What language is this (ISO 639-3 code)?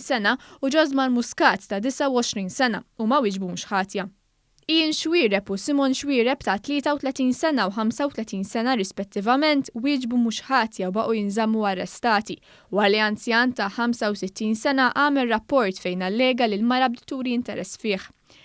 mlt